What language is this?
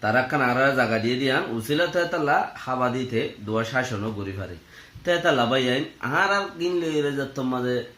Rohingya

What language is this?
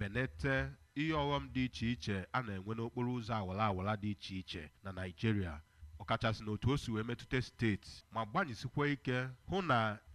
Igbo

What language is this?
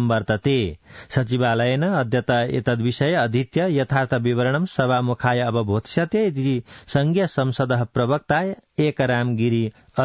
Sanskrit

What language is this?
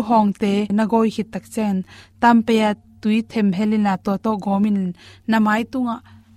Tedim Chin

